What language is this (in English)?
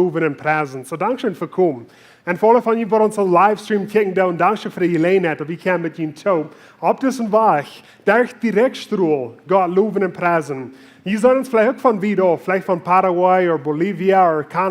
Plautdietsch